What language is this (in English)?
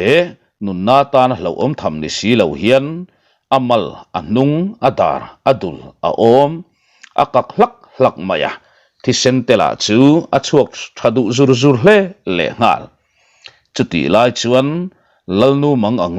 Mizo